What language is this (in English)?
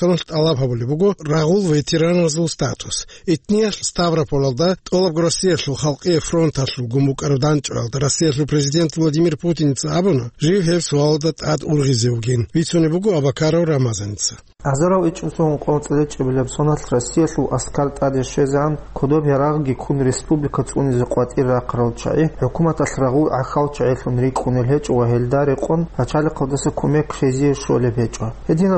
Avaric